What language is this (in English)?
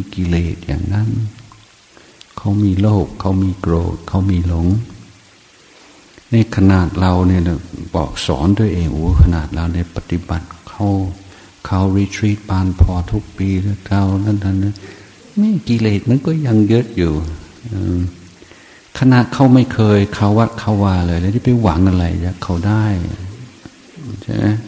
Thai